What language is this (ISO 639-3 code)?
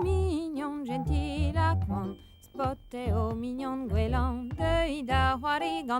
bre